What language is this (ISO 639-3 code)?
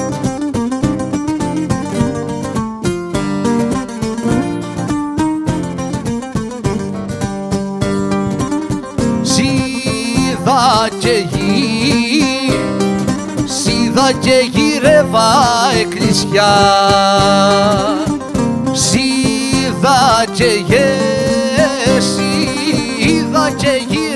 ell